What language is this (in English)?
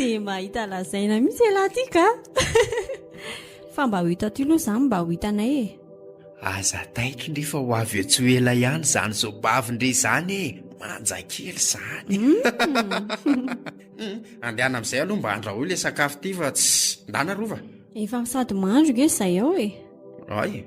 Malagasy